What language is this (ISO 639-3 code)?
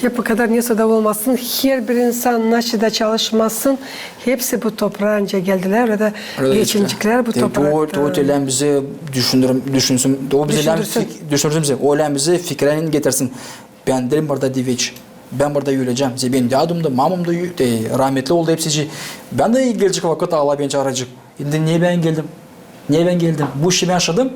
gag